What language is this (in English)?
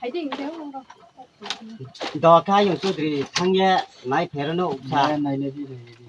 Riang (India)